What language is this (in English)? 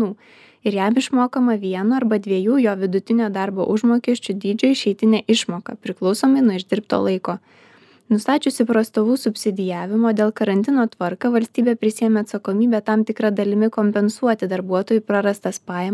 Lithuanian